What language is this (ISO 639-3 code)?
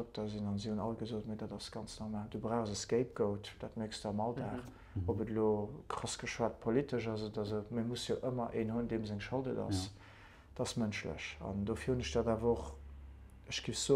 ltz